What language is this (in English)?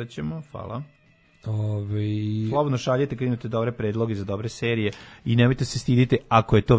Serbian